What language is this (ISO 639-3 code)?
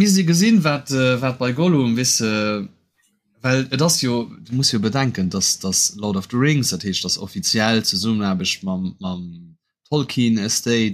ltz